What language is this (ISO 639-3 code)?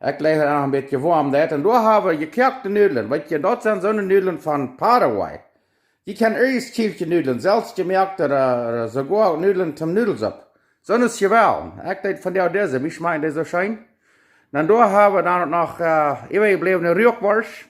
pdt